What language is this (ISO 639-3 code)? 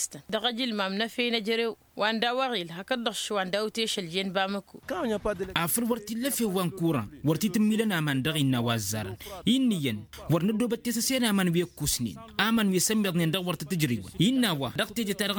taq